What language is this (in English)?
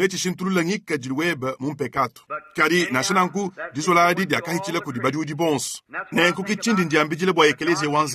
Luba-Lulua